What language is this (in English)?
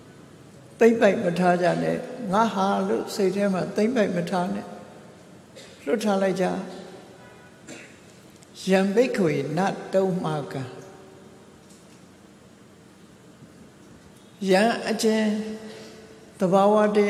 Burmese